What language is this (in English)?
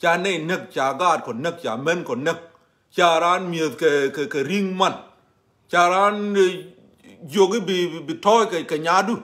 Nuer